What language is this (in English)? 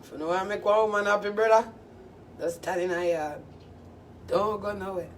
Jamaican Creole English